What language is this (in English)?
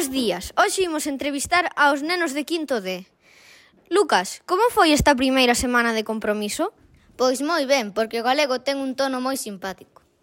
Galician